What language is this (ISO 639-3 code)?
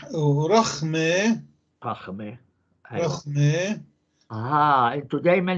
apc